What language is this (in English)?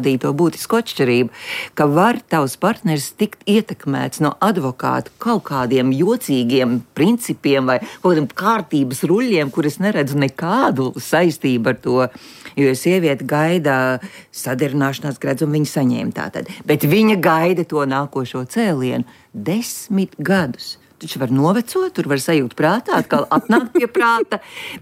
Latvian